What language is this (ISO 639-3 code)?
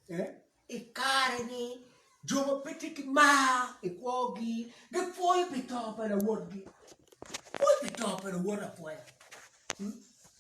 ach